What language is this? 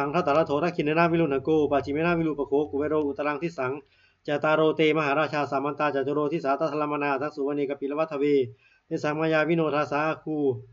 Pali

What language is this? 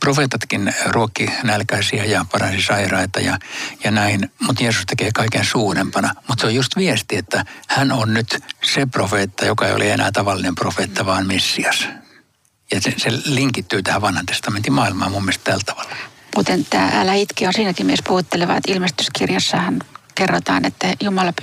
Finnish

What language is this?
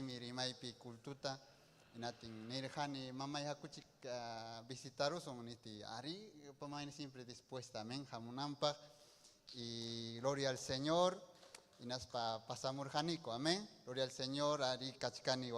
Ayacucho Quechua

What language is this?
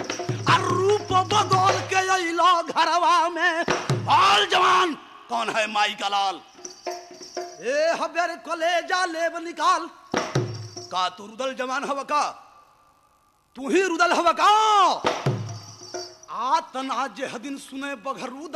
Bhojpuri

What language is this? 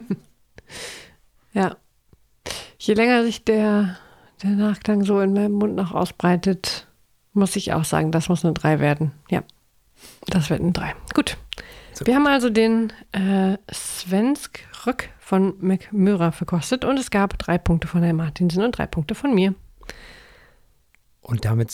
German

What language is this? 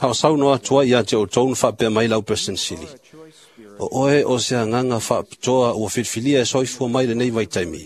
Samoan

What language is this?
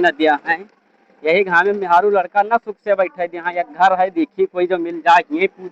Awadhi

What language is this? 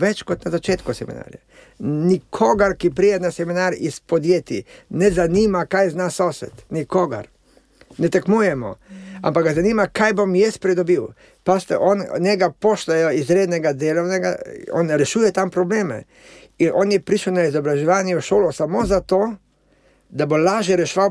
Slovenian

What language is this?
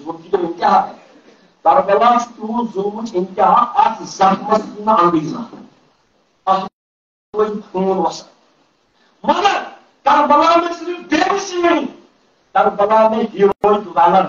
Urdu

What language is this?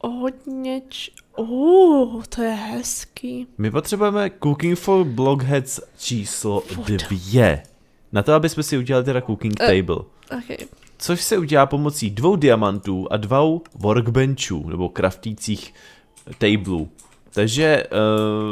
Czech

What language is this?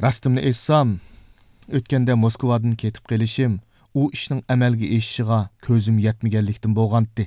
Uyghur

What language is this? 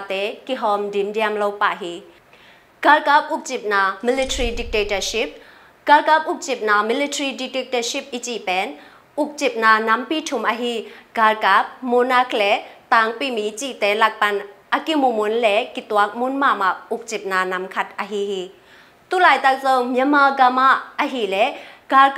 Tedim Chin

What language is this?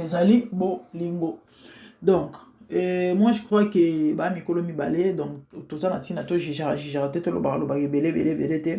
Lingala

